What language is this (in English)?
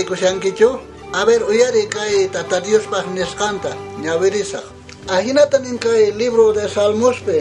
South Bolivian Quechua